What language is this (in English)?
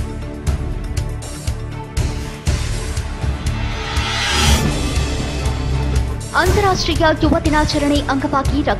Kannada